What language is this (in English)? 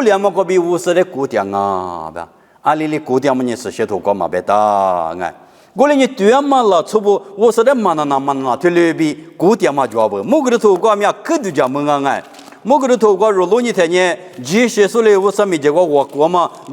Lisu